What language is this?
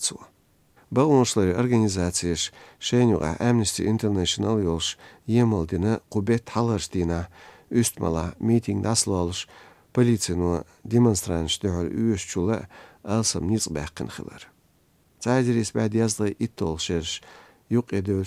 Chechen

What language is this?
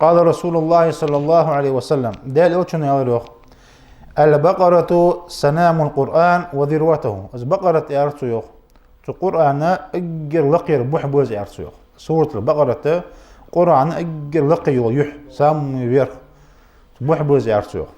Ingush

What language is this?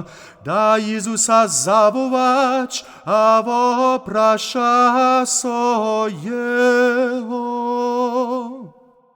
Upper Sorbian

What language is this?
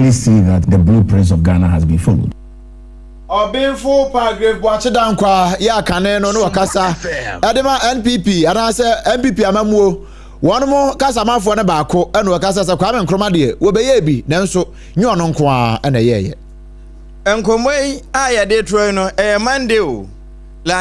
Akan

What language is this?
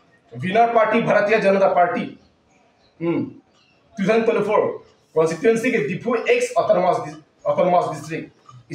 Karbi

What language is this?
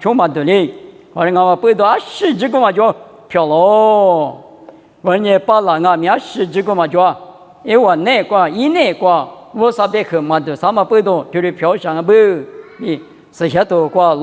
Lisu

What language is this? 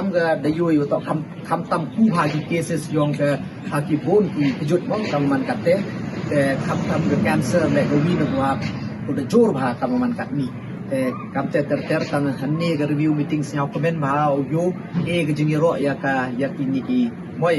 Pnar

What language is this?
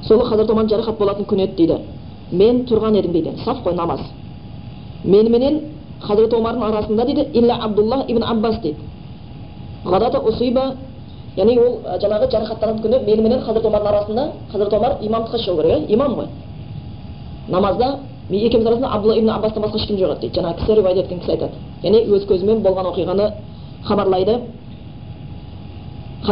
Kazakh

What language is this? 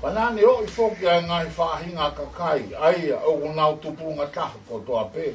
Tongan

